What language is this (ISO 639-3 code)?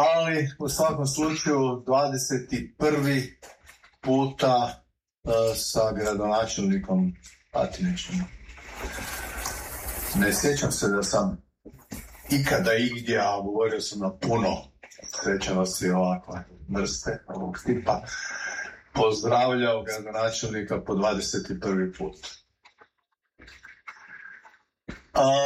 hrv